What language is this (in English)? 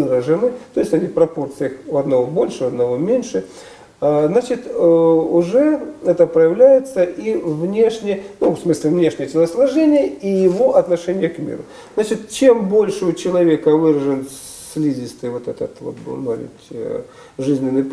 Russian